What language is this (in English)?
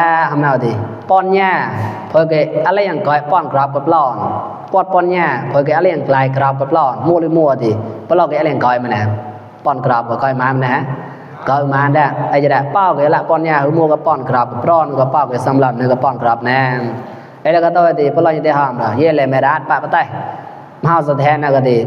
Mon